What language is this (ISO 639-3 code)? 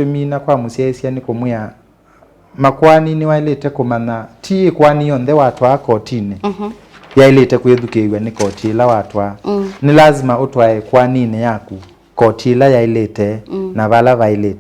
kam